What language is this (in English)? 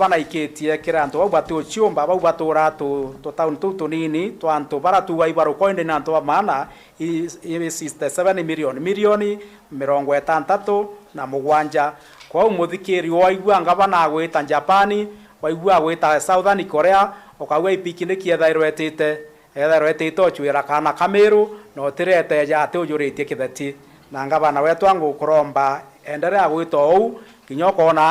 Meru